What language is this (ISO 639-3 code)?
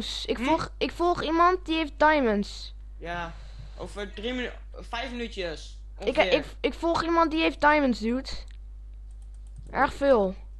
nld